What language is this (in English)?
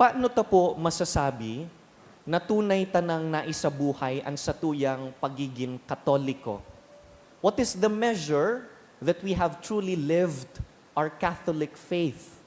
Bikol